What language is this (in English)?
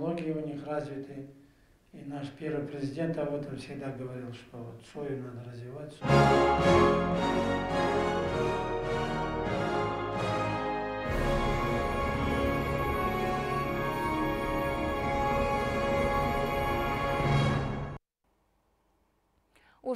Russian